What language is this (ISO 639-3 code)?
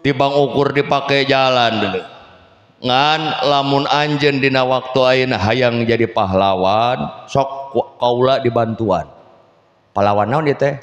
sun